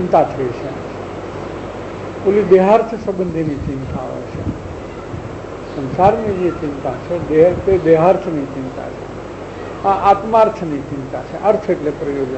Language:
Gujarati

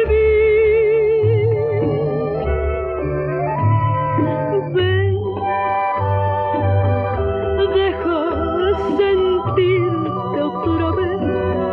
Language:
Spanish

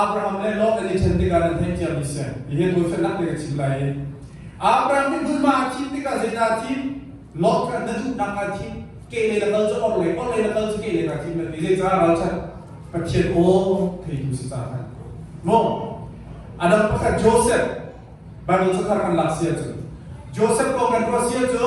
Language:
Hakha Chin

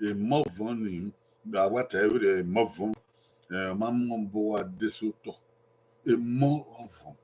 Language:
Bini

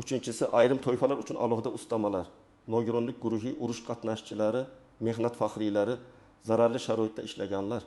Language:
Uzbek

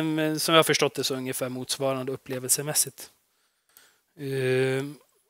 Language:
Swedish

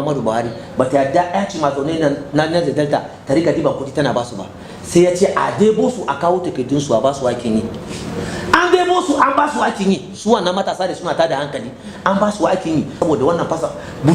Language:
Hausa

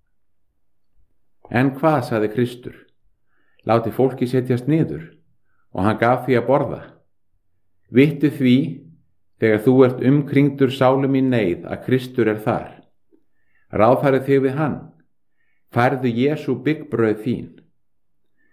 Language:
Icelandic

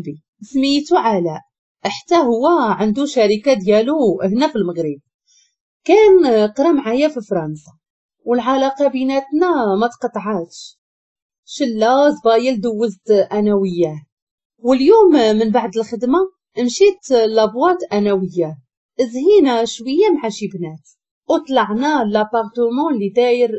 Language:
Moroccan Arabic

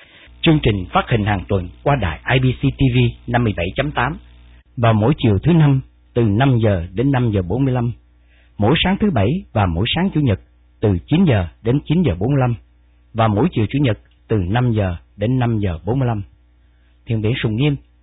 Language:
Vietnamese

